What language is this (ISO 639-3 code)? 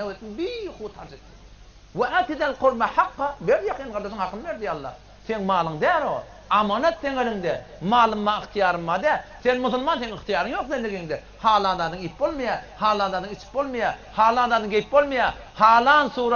tuk